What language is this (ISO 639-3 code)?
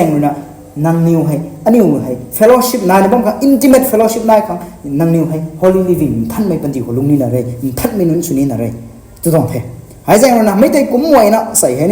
nbu